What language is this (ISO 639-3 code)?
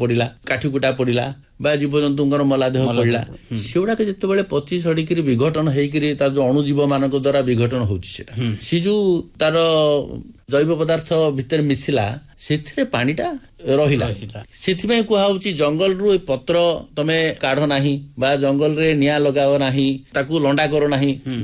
ori